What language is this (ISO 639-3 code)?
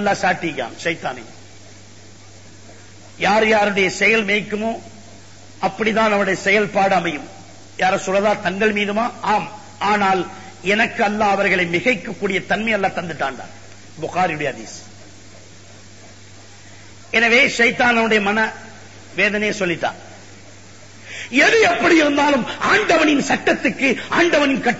tam